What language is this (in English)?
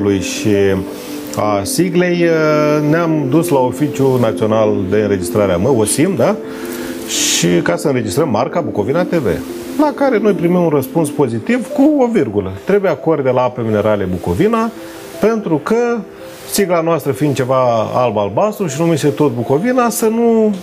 Romanian